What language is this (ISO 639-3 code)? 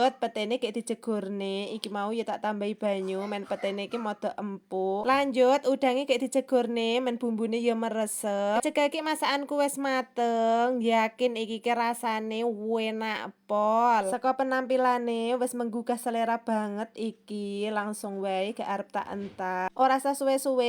jav